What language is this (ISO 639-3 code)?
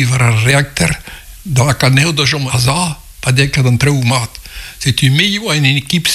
bre